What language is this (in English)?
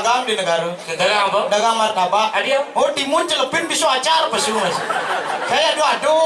Balinese